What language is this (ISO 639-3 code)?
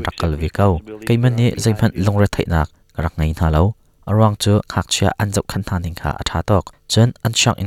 cnh